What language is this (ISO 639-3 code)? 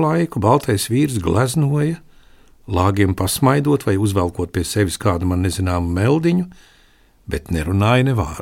lav